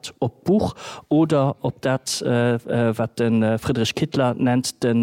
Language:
Luxembourgish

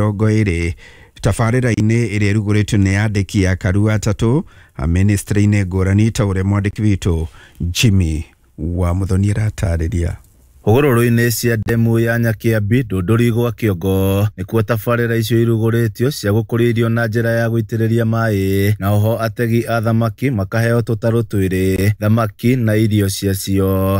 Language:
Kikuyu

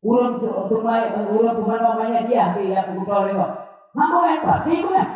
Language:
Achinese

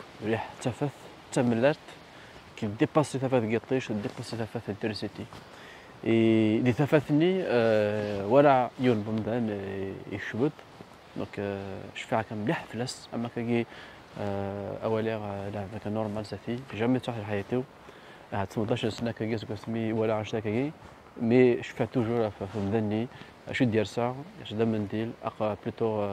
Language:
Kabyle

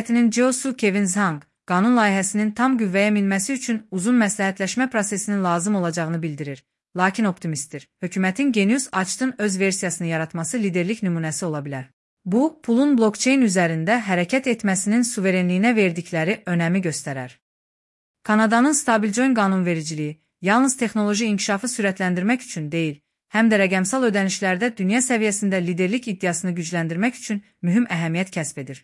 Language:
Azerbaijani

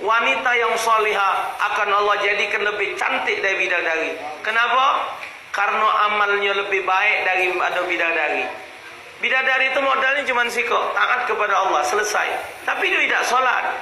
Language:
Musi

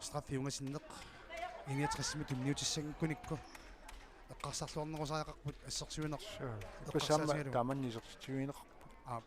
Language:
Kalaallisut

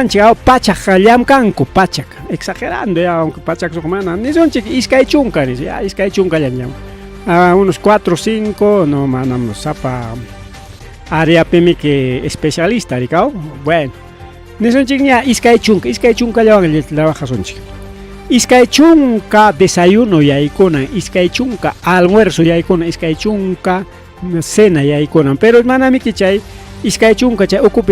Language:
Ayacucho Quechua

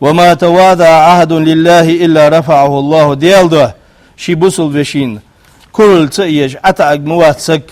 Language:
Ingush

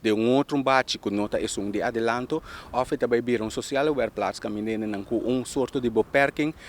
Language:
Papiamento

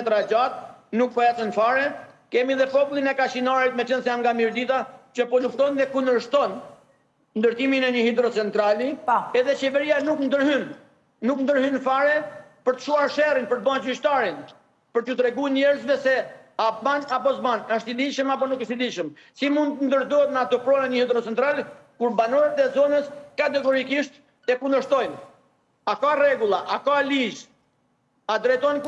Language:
Albanian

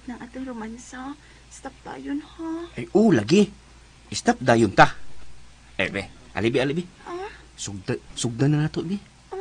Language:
Cebuano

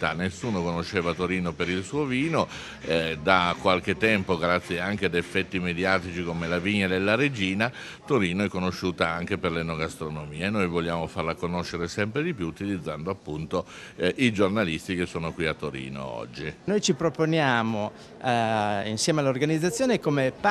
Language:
Italian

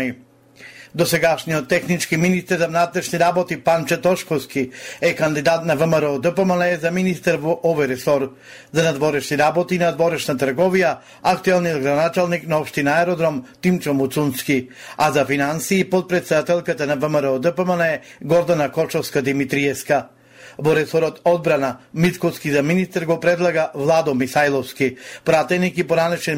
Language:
Macedonian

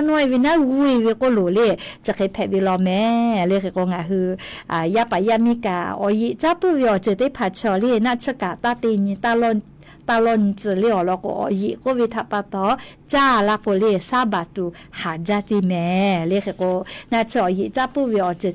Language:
Lahu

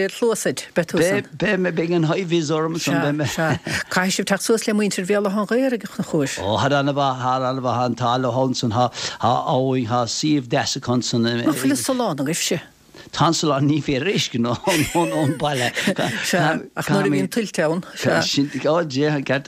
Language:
Irish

